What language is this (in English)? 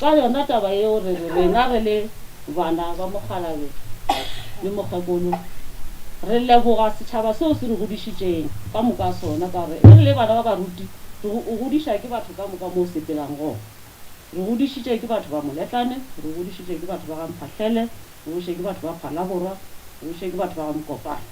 Northern Sotho